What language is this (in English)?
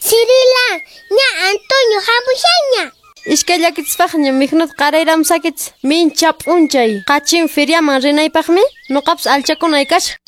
Quechua